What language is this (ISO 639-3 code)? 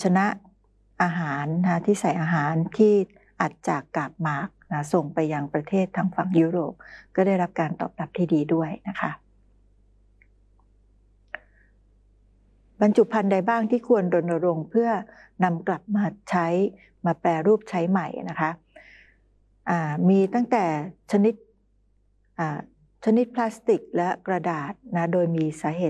tha